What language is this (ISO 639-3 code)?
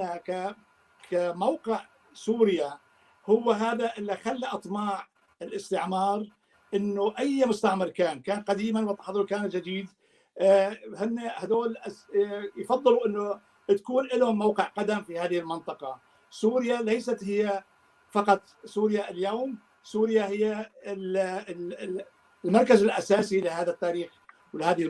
apc